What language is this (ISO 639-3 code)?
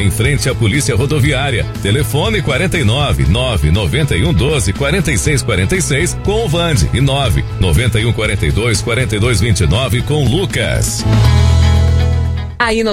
por